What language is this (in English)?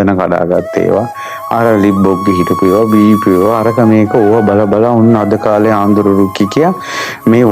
Sinhala